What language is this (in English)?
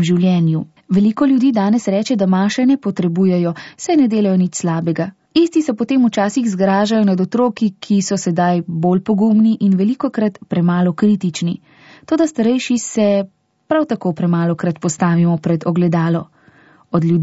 Slovenian